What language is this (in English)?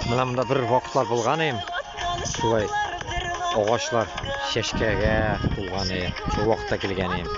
Bashkir